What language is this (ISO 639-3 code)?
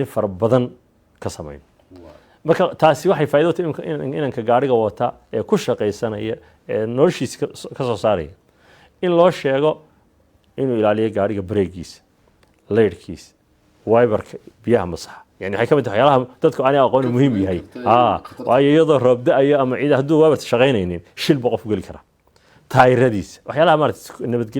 som